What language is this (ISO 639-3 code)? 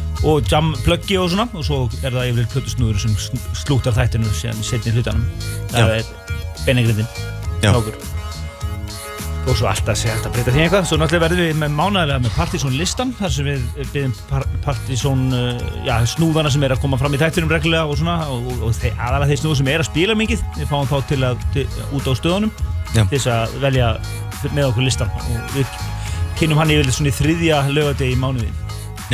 isl